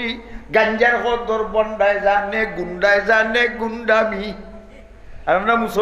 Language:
Sylheti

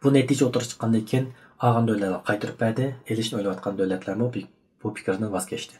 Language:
Uyghur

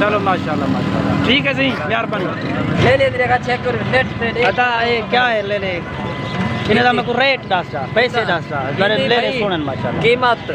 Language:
Saraiki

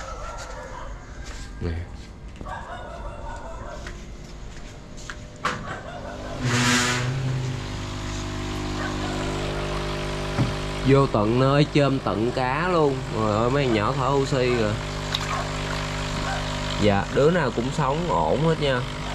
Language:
Vietnamese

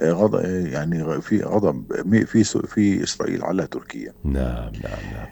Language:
North Levantine Arabic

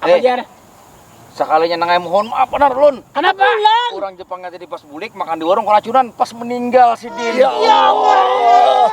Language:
Banjar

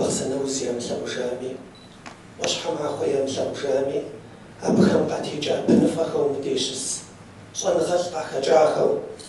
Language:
Kabardian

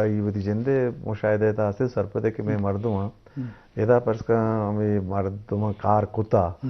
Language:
Eastern Balochi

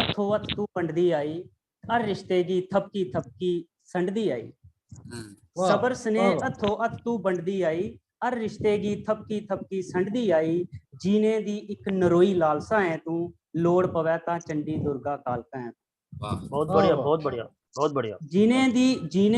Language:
Dogri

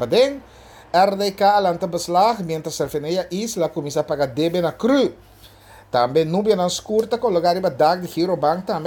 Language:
Papiamento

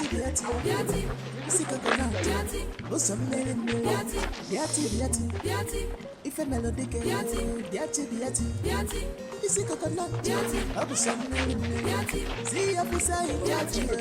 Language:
Nigerian Pidgin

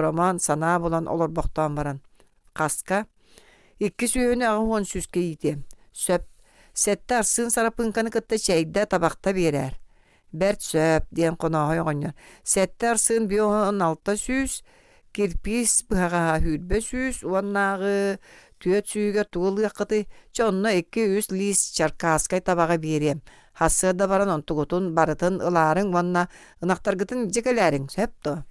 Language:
Yakut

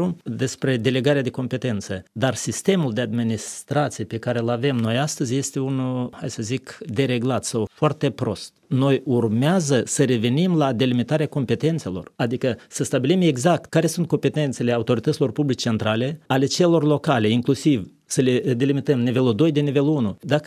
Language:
Romanian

